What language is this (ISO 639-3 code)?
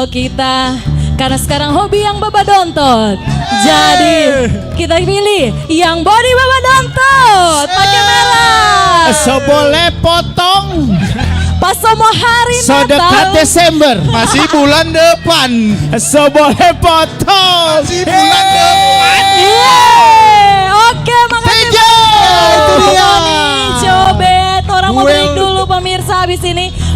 xmm